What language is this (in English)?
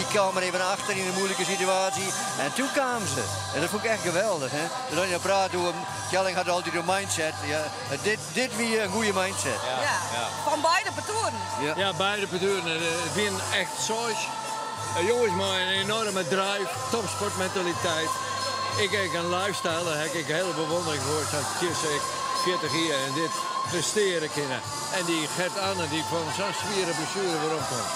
Western Frisian